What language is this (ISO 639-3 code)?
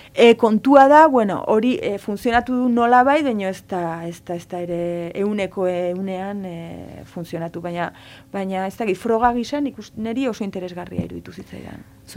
eus